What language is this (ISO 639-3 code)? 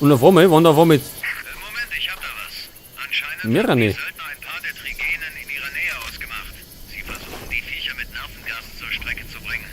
bar